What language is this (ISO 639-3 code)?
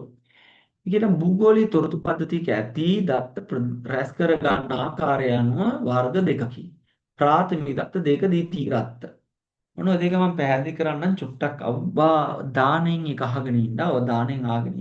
sin